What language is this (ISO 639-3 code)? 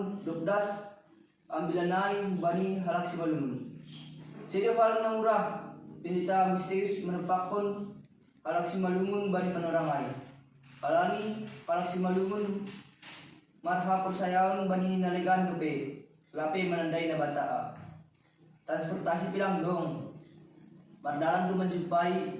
bts